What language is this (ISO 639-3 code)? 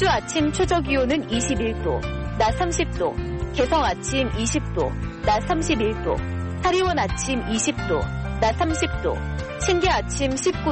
kor